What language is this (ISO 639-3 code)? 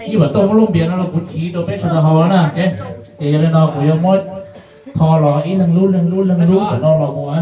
hmn